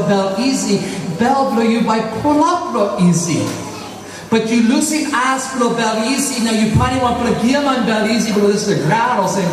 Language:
Tok Pisin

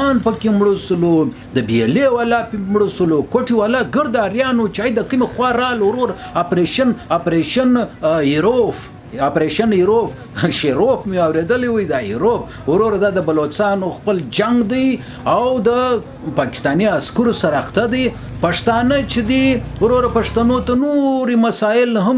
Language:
Pashto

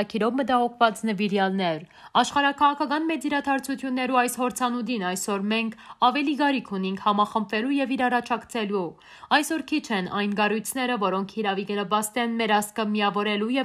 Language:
Western Armenian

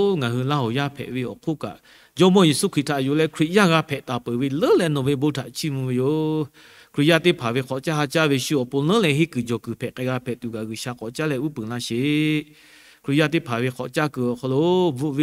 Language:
Lahu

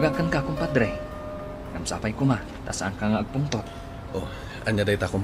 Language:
Iloko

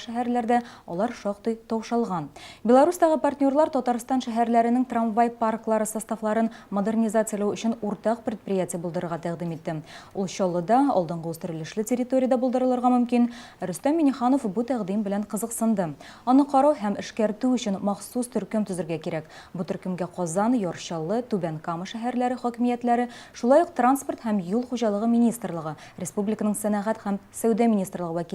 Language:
Tatar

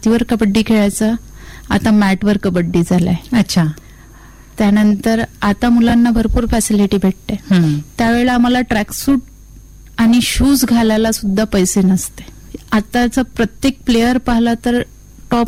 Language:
Marathi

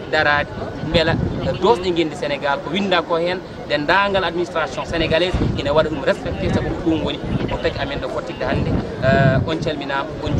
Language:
Fula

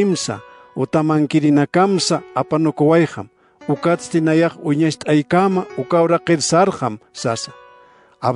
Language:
Aymara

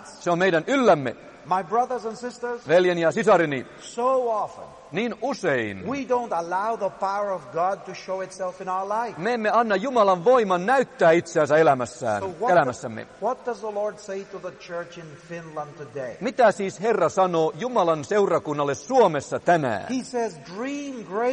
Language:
Finnish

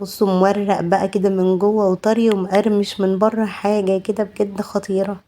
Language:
Egyptian Arabic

